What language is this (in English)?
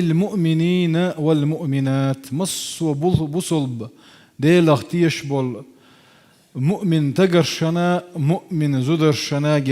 Chechen